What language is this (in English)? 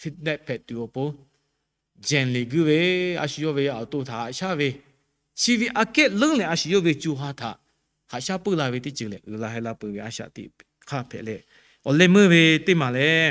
Lahu